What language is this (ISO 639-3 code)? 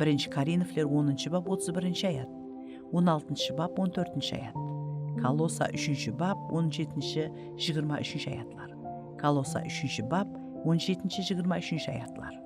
kaa